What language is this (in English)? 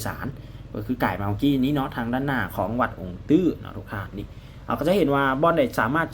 Lao